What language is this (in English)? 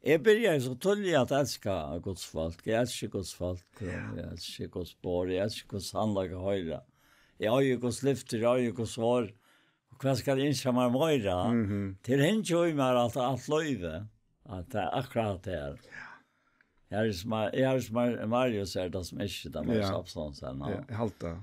Faroese